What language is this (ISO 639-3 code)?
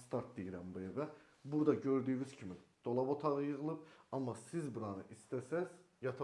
aze